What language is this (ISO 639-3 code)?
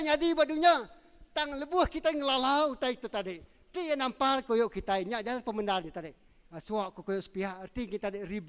iba